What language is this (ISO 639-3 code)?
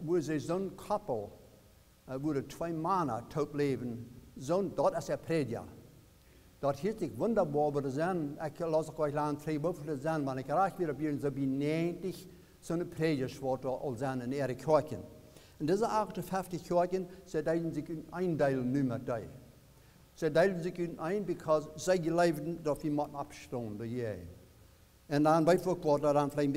pdt